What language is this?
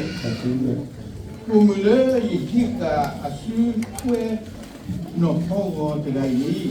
S'gaw Karen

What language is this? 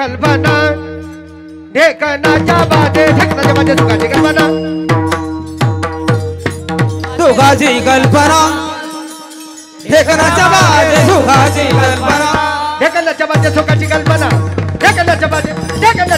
Marathi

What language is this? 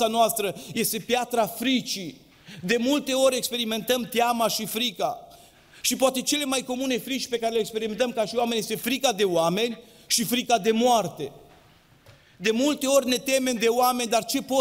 Romanian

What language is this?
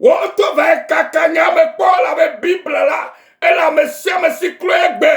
Ewe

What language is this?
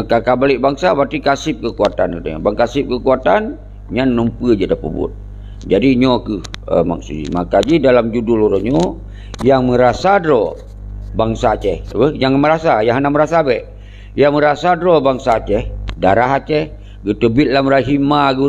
Achinese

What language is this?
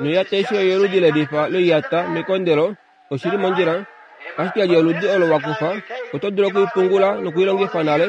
Kuanyama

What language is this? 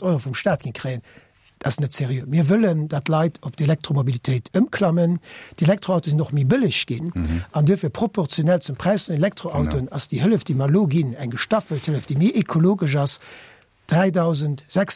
Luxembourgish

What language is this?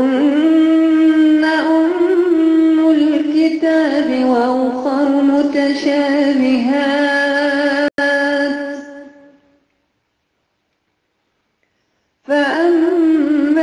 Arabic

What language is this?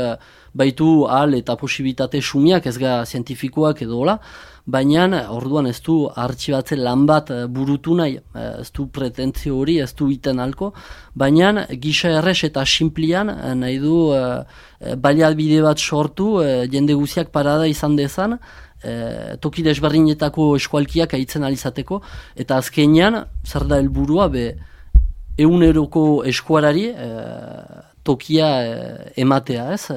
Basque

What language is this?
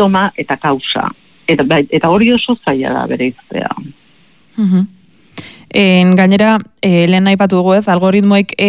Basque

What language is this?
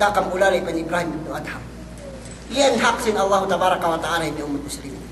Yakan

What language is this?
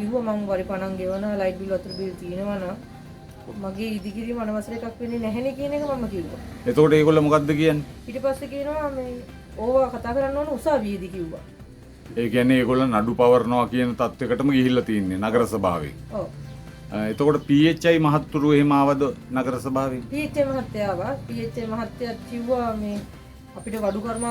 Sinhala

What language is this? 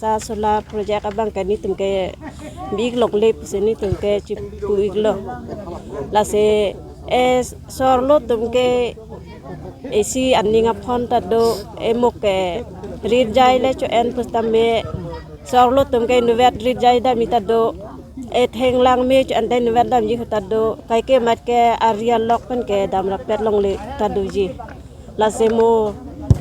Karbi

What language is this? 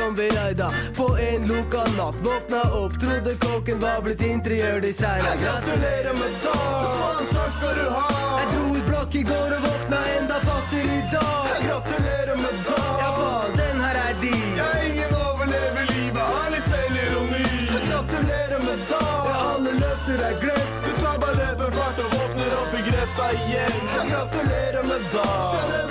Norwegian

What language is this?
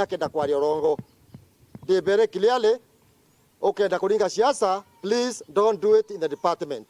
Meru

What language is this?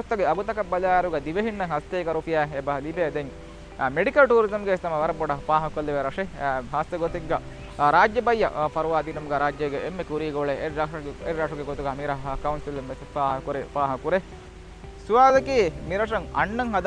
Divehi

